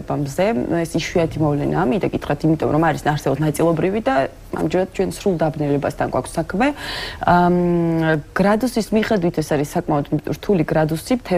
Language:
Georgian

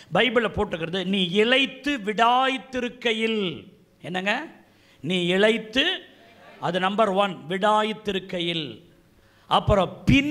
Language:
Tamil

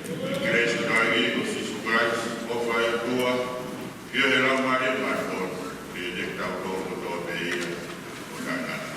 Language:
Tongan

